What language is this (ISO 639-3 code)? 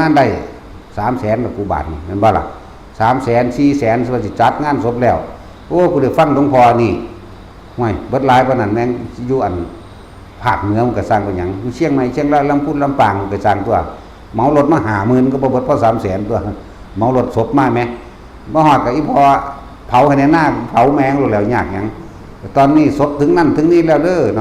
tts